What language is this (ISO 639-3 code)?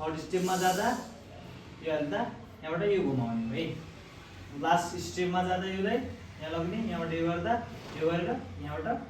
nep